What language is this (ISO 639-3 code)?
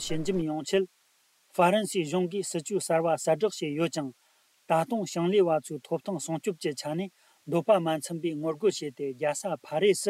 bod